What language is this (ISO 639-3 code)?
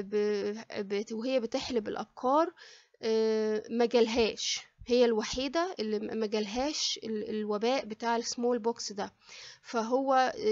arz